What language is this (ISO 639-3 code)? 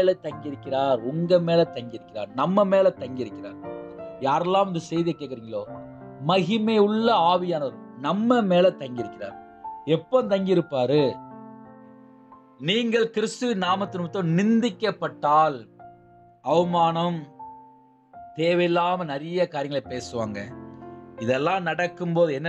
tam